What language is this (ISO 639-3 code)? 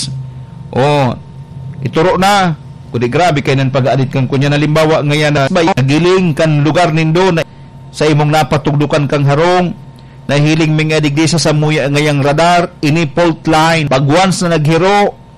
bik